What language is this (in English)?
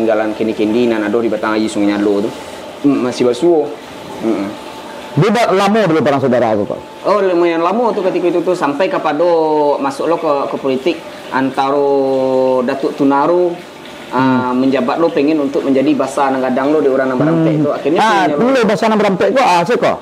Minangkabau